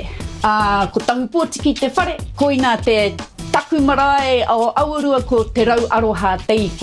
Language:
Māori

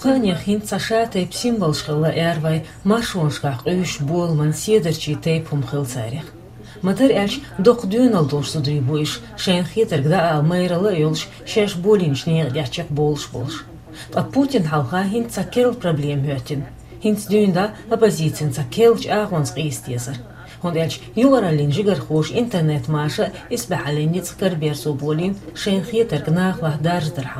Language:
Chechen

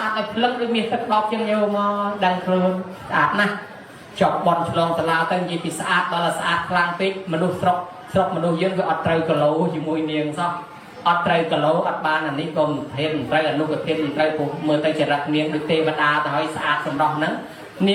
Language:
Khmer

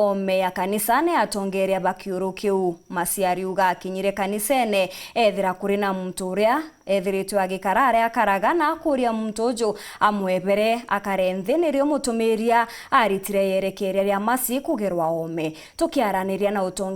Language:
Meru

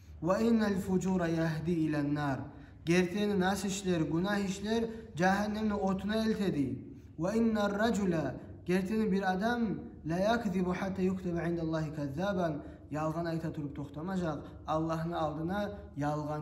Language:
Kumyk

